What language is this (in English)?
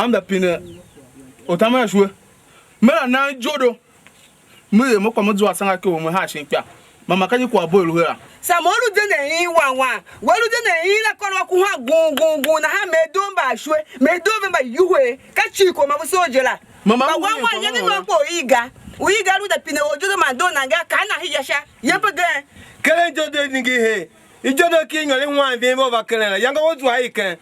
Tiv